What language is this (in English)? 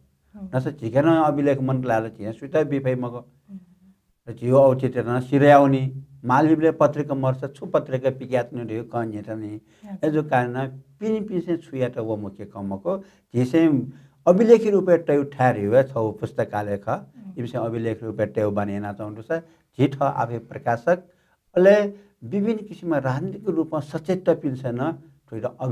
Newari